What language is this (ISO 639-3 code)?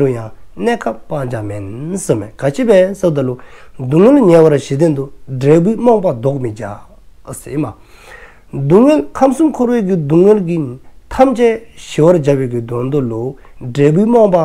dzo